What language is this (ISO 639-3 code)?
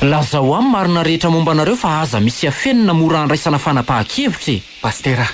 mlg